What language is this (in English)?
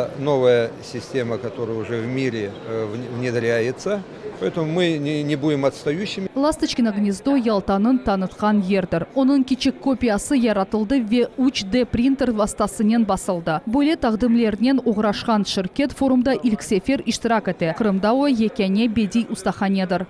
Crimean Tatar